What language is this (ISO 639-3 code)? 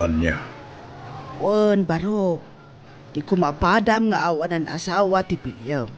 ilo